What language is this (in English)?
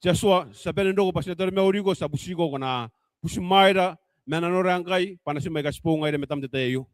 Gilbertese